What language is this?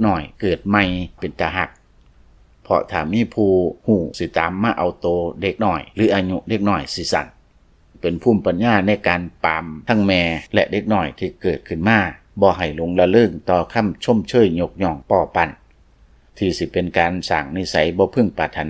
Lao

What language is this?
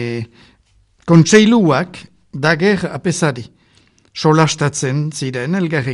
Basque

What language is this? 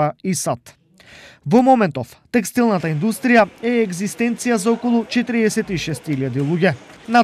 Macedonian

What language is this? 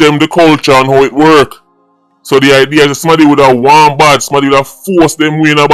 Jamaican Creole English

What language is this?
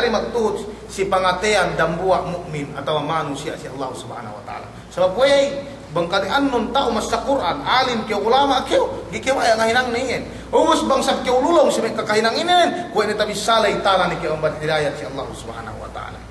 Yakan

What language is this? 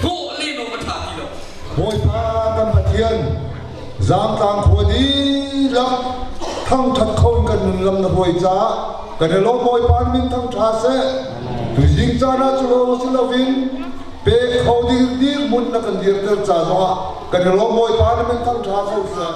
Hakha Chin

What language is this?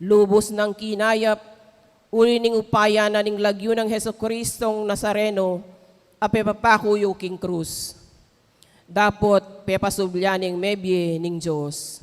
Pampanga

